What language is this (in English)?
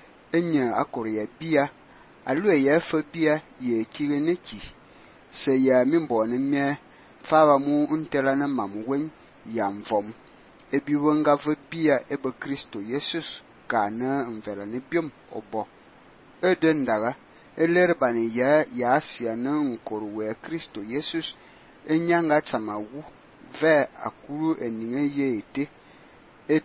Fang